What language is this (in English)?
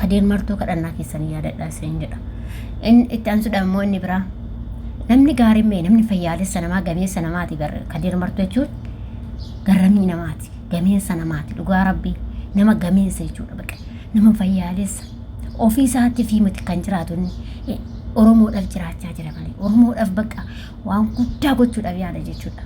Oromo